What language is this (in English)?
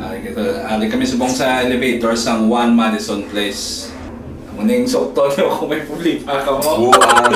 Hiligaynon